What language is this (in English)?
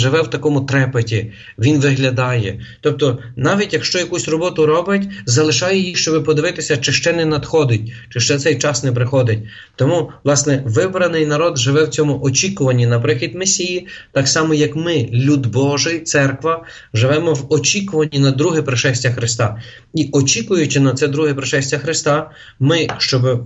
Ukrainian